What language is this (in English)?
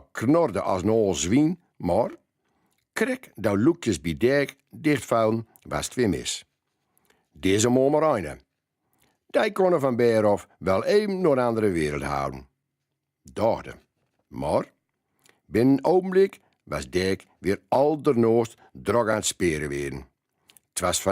Gronings